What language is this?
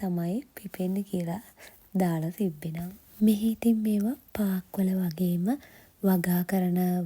Sinhala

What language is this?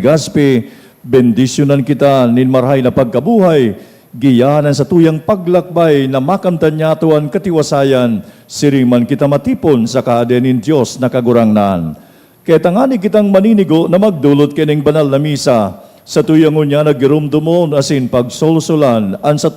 Bikol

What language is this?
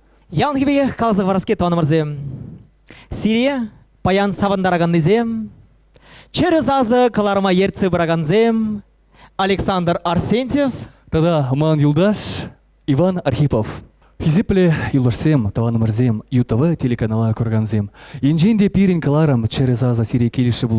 Chuvash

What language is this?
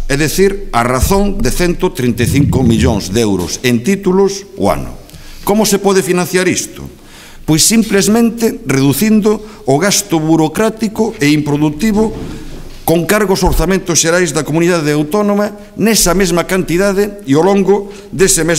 Galician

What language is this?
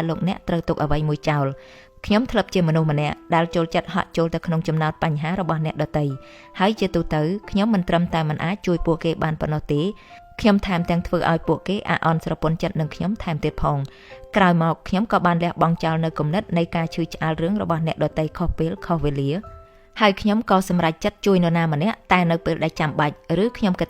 Khmer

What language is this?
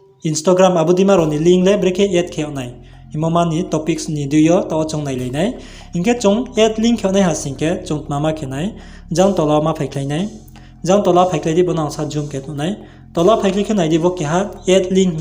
Riang (India)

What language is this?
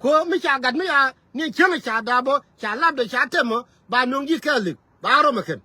Nuer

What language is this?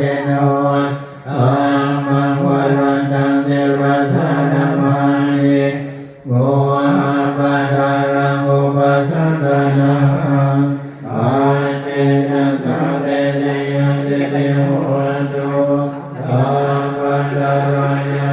Pali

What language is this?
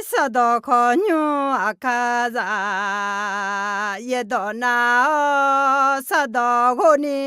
Akha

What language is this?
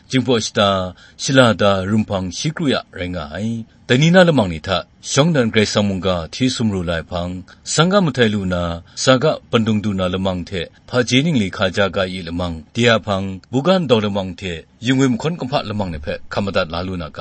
Kachin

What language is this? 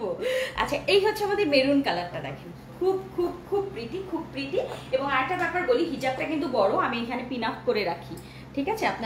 Bangla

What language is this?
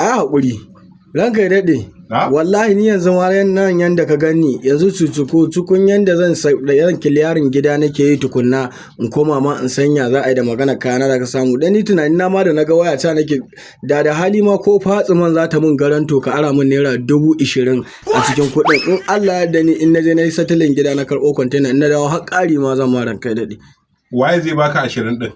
Hausa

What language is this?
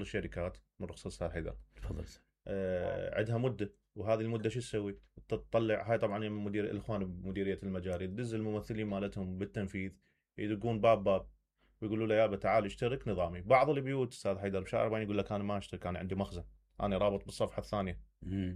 Mesopotamian Arabic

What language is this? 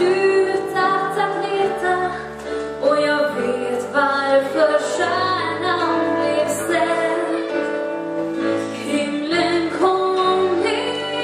Swedish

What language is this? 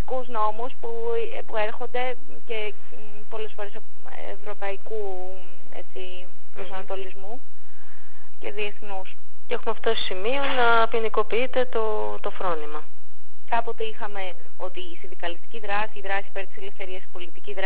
Greek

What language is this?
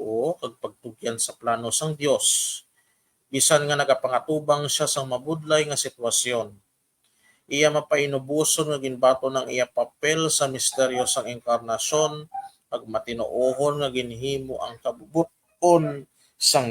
Hiligaynon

